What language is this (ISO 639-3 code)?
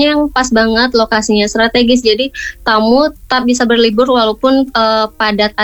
ind